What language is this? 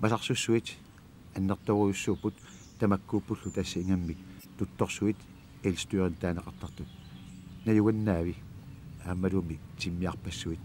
Kalaallisut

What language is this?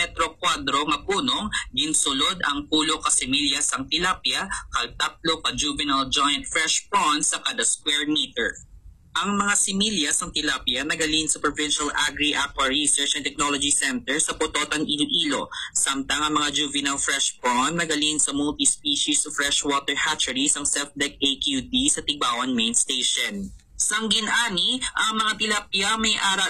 Hiligaynon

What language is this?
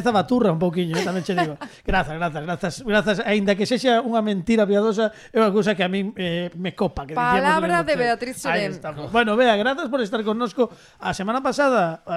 Galician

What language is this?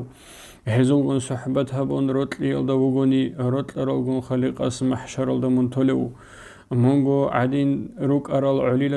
Avaric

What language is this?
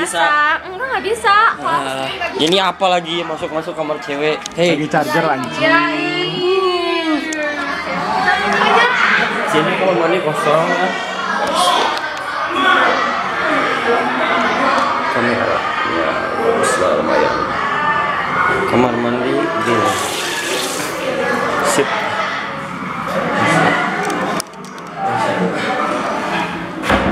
Indonesian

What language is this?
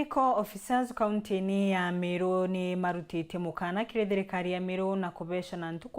Meru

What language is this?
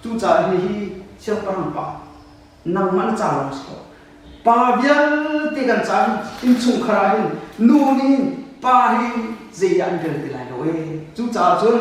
Hakha Chin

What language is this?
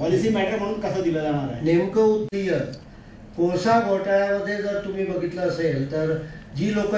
Marathi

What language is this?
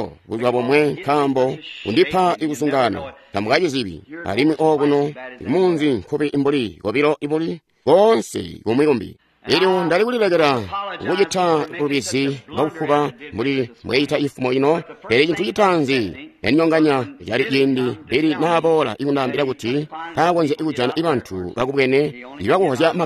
Tonga (Zambia)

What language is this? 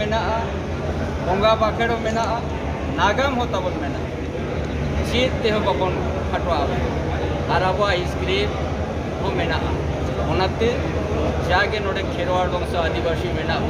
Santali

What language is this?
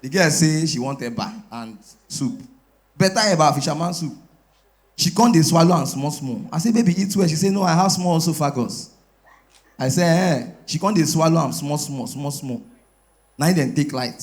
Nigerian Pidgin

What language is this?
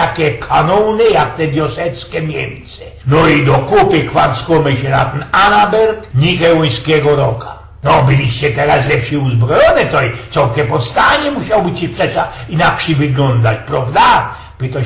Silesian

